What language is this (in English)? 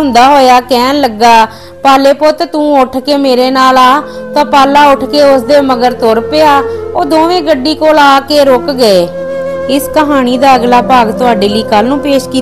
Punjabi